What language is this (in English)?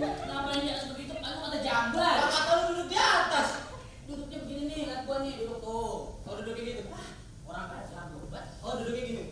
Betawi